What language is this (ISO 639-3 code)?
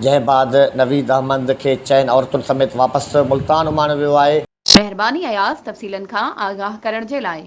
snd